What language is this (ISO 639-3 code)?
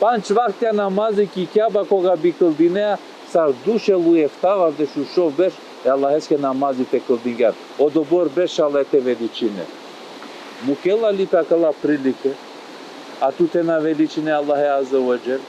rmn